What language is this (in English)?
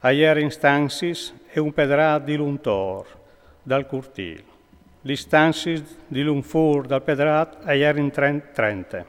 Friulian